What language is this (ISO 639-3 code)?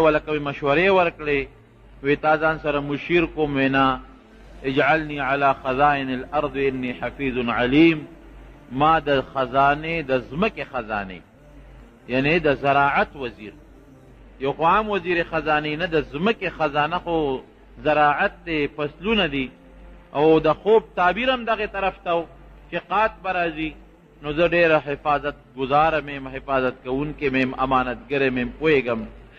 pus